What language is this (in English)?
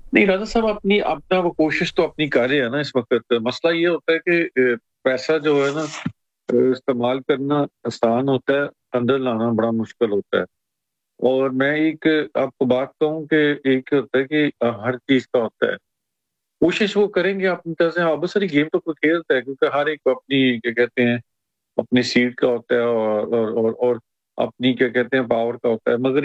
Urdu